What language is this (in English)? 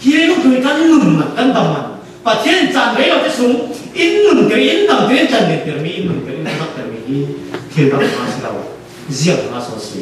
Falam Chin